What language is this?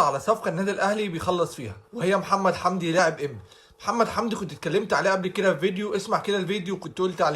Egyptian Arabic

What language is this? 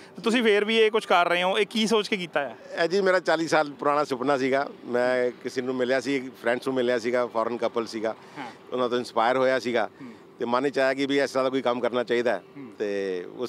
Punjabi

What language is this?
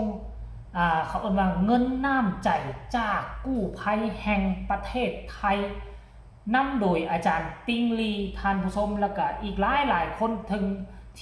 Lao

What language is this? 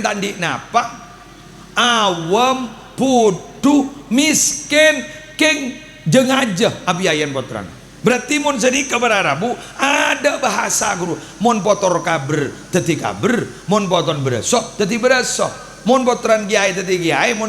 Madurese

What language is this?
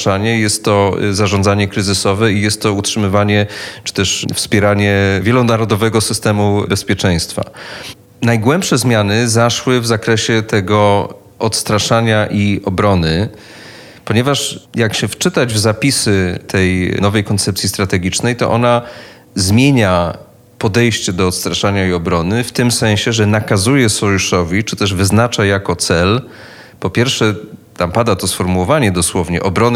Polish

